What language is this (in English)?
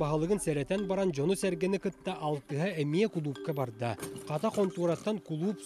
Yakut